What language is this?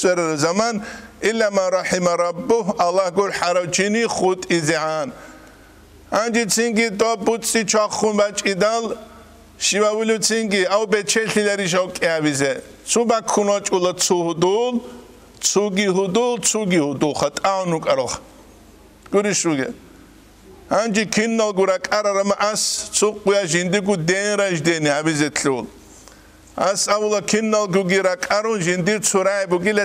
Avaric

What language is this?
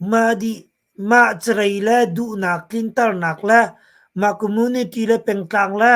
Hakha Chin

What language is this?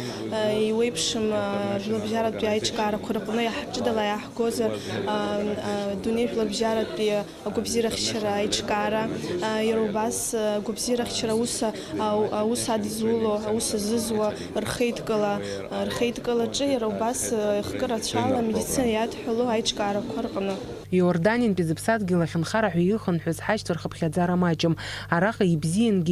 Abkhazian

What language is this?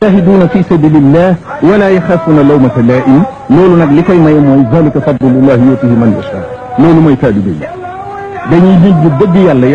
Wolof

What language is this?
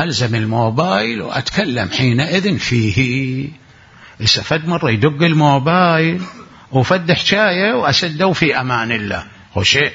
Mesopotamian Arabic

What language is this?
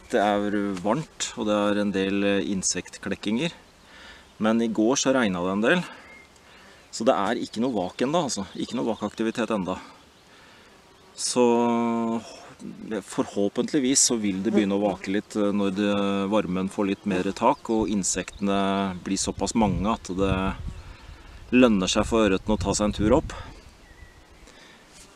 Norwegian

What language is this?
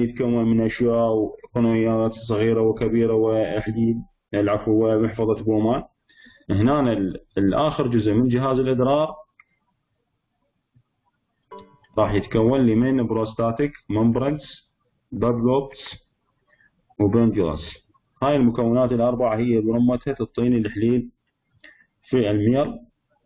Mesopotamian Arabic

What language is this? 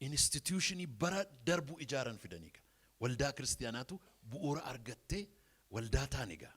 Oromo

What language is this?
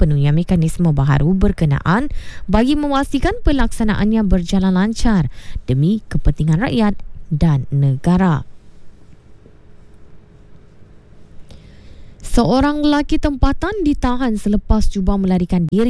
Malay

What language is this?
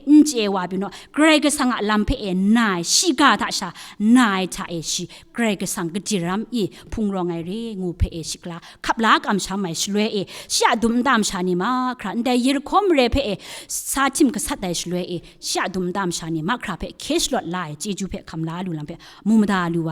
Kachin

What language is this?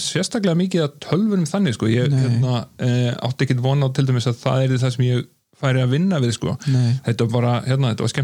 Icelandic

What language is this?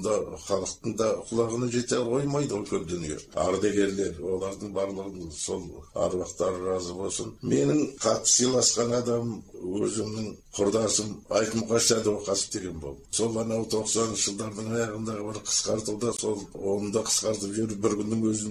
Kazakh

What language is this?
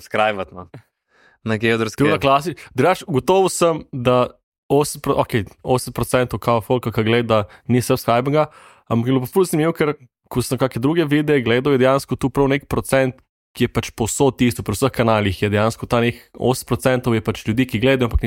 Slovenian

